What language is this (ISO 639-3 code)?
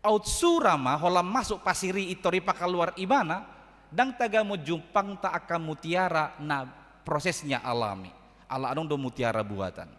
bbc